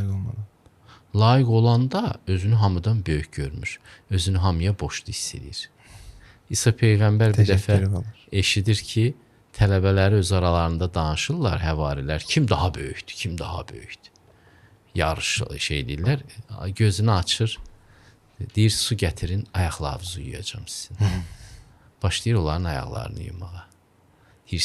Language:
Azerbaijani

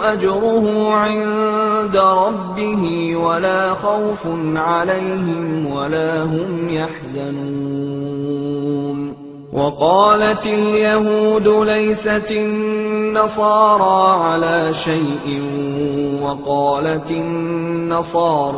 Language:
Arabic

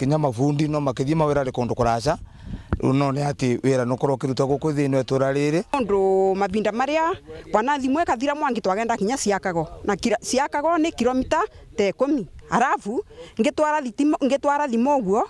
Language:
Meru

